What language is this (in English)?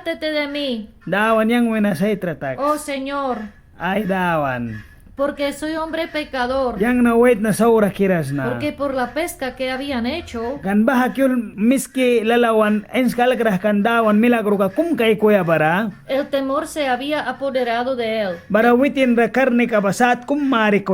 Mískito